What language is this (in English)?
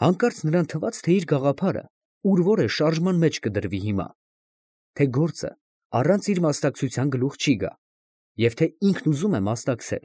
Armenian